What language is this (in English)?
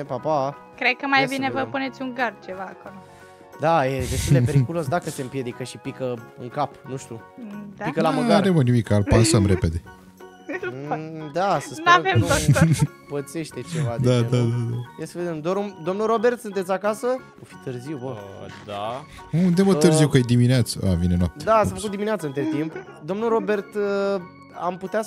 Romanian